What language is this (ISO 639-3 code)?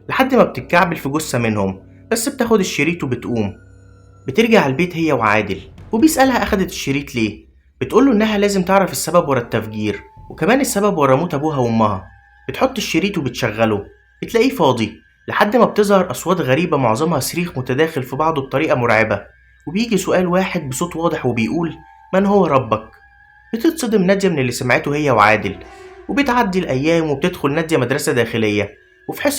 arz